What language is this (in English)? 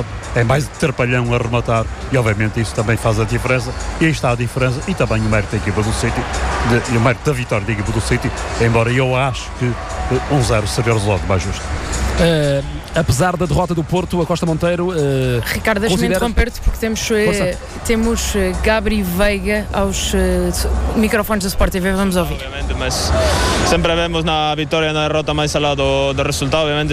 Portuguese